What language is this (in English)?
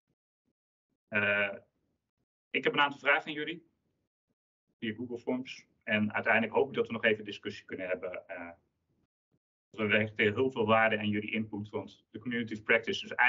Dutch